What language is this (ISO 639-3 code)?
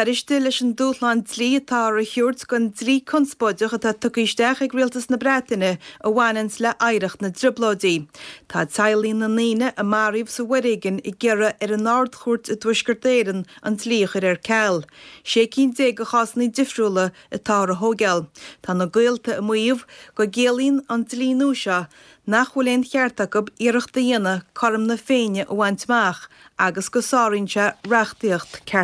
gle